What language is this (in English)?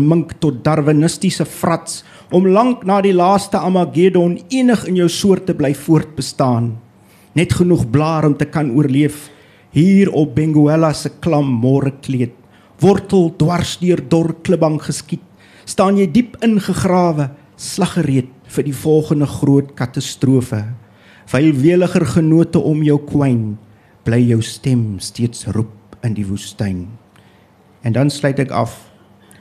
Afrikaans